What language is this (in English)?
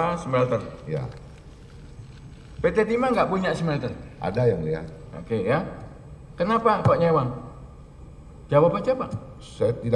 Indonesian